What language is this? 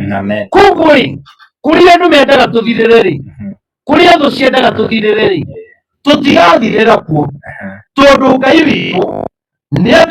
Kikuyu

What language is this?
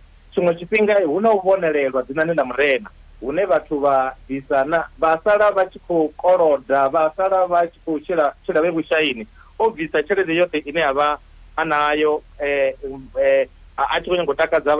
Venda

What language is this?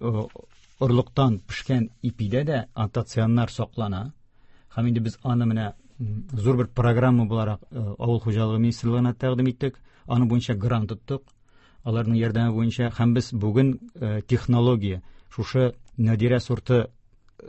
Tatar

